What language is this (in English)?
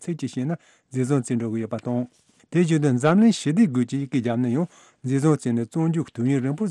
Tibetan